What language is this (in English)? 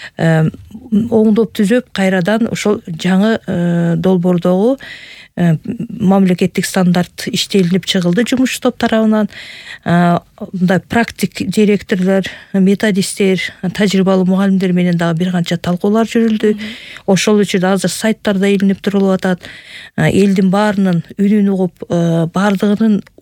Kyrgyz